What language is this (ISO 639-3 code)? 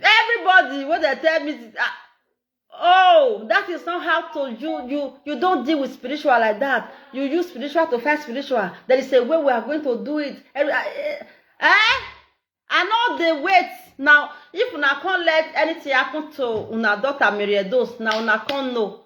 pcm